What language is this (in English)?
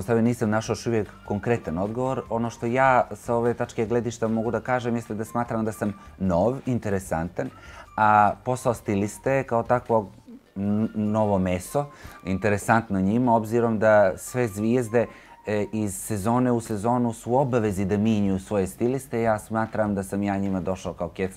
Bosnian